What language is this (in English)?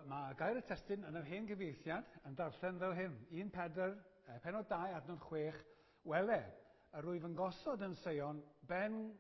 Welsh